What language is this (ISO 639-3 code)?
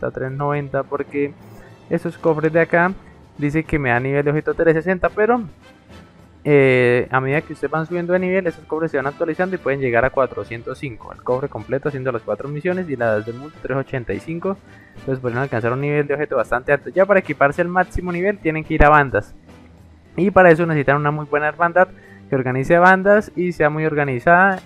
spa